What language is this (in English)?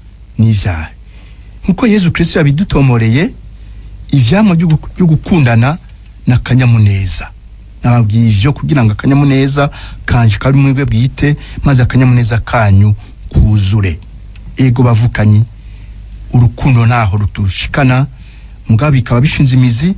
Rundi